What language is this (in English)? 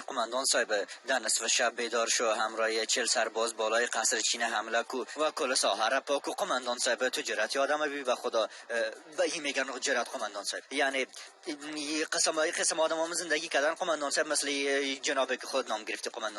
Persian